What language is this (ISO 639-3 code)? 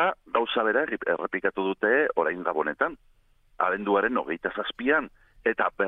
eus